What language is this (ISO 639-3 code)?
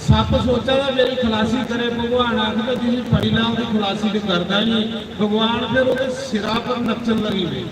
doi